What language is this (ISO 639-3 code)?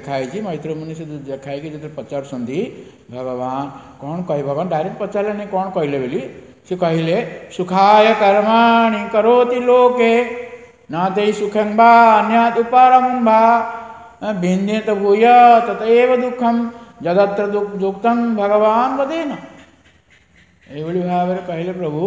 ori